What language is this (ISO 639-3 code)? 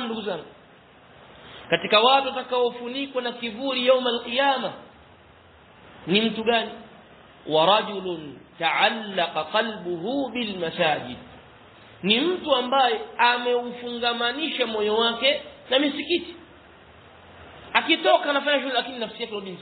swa